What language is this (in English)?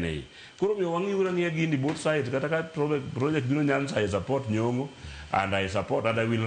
Luo (Kenya and Tanzania)